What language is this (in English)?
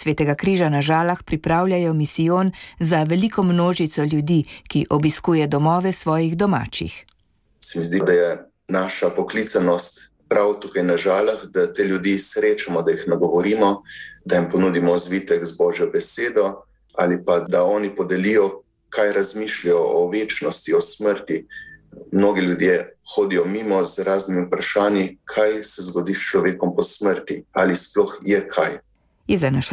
Slovenian